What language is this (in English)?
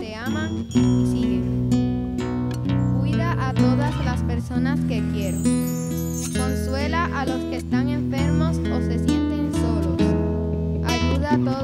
Spanish